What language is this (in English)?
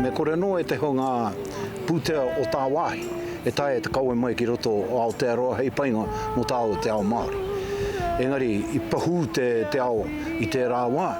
Māori